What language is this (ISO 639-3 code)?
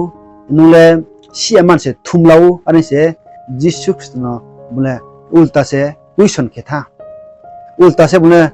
ria